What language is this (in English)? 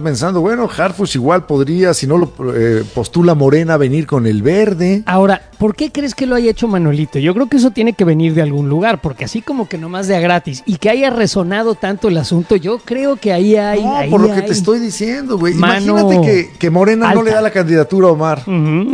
Spanish